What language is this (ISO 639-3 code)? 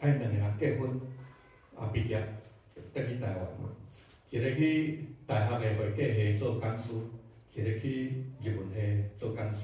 nan